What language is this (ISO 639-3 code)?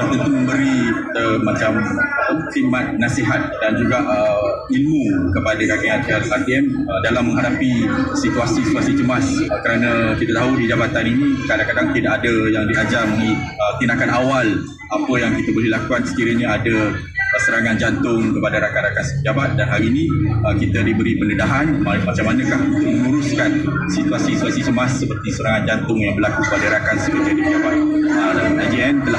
msa